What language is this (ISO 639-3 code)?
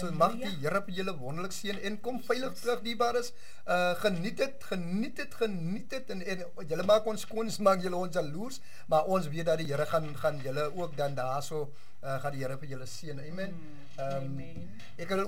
afr